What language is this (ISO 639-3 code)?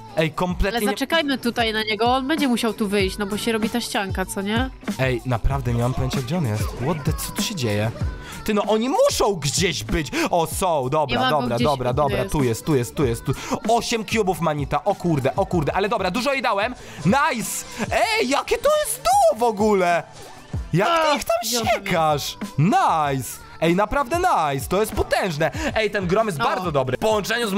pol